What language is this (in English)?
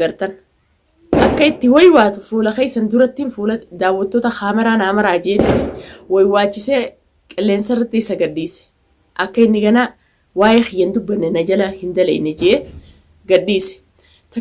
Oromo